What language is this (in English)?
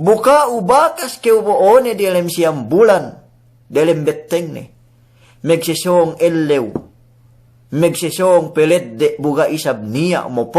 Yakan